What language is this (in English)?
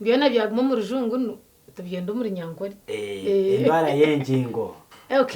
Nyankole